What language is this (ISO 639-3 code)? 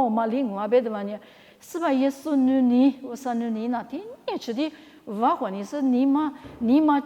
lis